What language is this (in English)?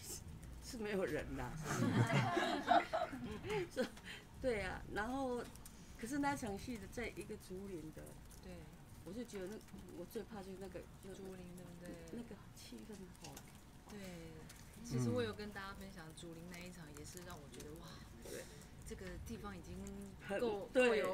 Chinese